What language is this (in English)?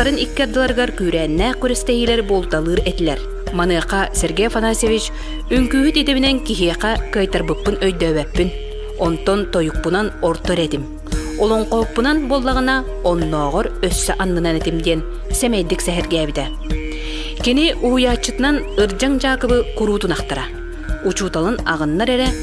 Yakut